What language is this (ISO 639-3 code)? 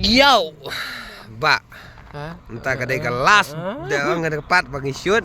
kha